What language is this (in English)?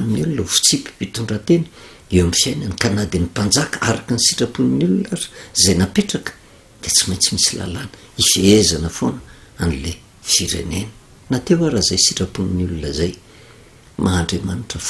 Malagasy